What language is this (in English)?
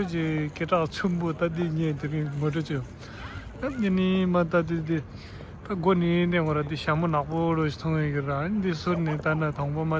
Tibetan